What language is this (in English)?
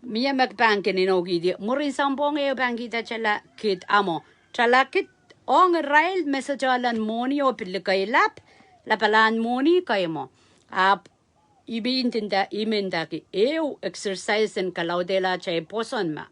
Pohnpeian